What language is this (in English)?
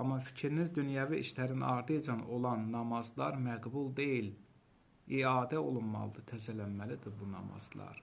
Azerbaijani